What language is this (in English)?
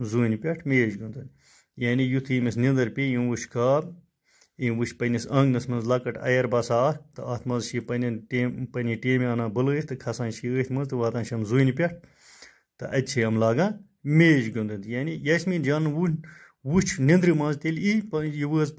Kashmiri